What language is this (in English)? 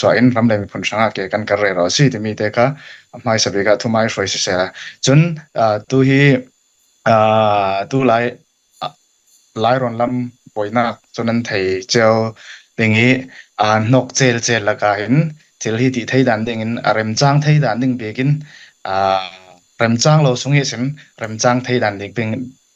Hakha Chin